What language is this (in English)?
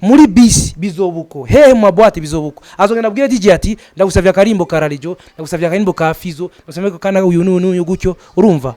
Rundi